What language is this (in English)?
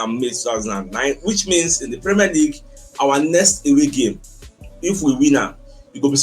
Nigerian Pidgin